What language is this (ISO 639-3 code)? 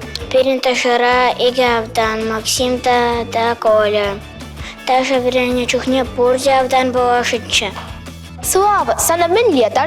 chv